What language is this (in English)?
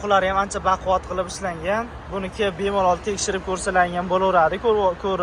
Uzbek